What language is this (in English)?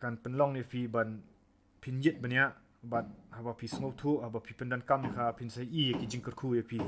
Khasi